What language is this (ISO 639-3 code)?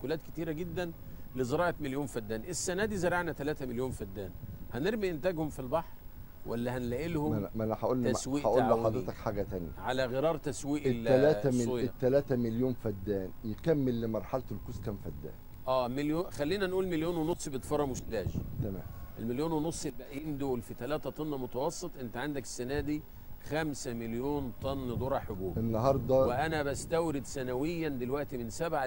arz